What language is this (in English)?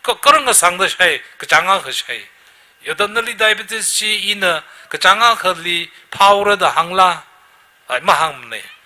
Tangkhul Naga (India)